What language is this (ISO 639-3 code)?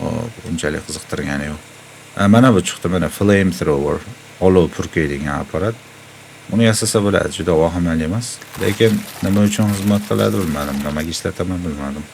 uzb